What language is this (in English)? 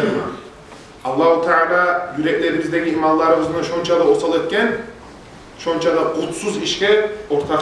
Kumyk